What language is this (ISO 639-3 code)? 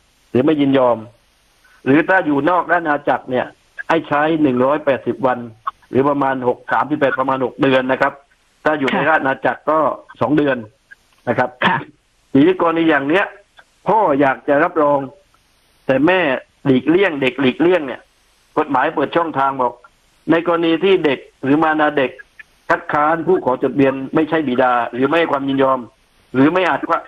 tha